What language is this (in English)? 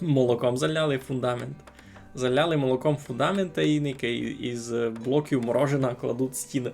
Rusyn